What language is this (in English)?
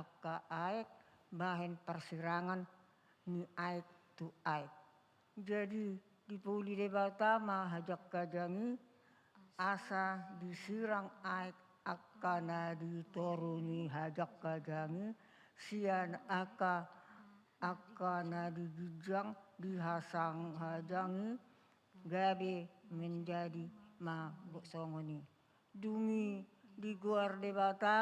Batak Toba